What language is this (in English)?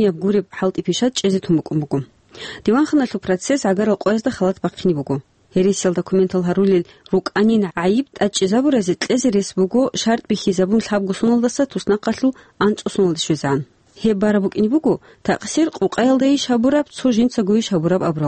Avaric